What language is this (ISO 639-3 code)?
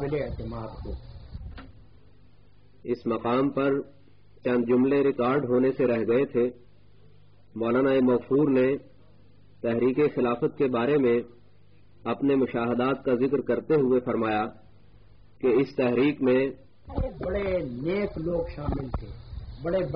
urd